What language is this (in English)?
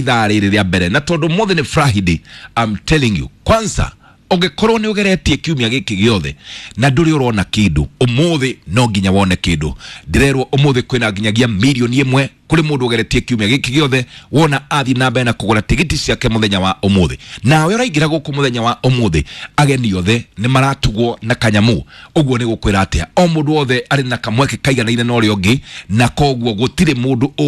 Kikuyu